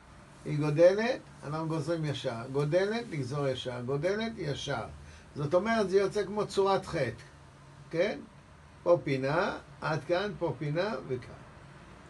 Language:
Hebrew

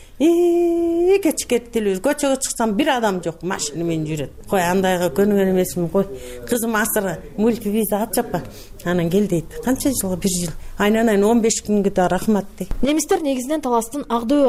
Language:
Kyrgyz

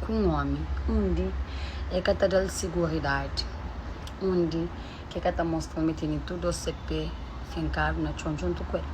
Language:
Kabuverdianu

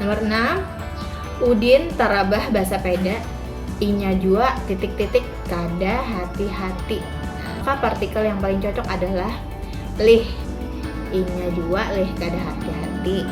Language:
Banjar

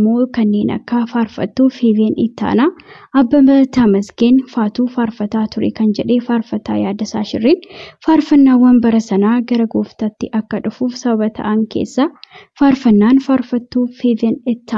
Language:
Oromo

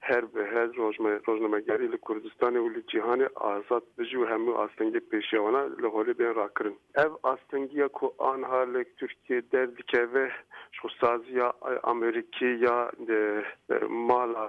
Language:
Kurdish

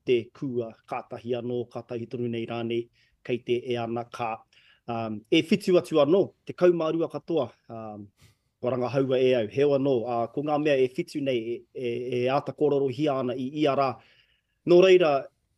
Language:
Māori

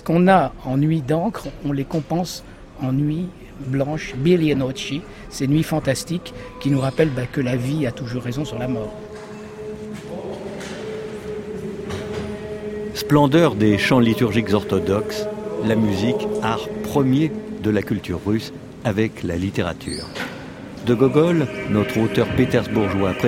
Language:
French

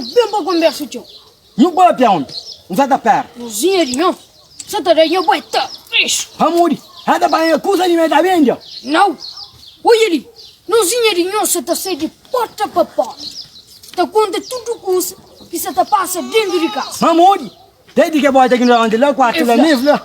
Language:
Kabuverdianu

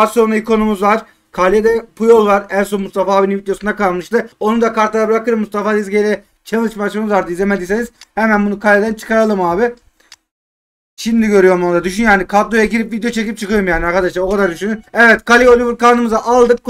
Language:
Turkish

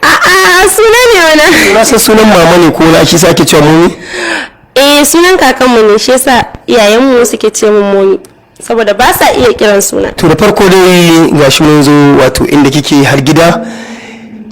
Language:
Hausa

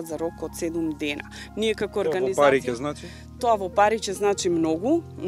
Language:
Macedonian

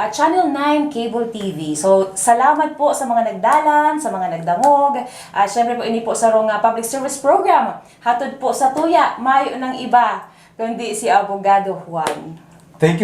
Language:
Bikol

